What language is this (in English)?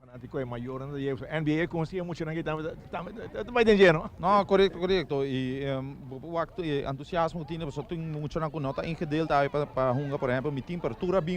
Papiamento